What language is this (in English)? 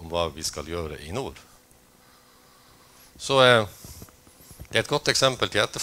Norwegian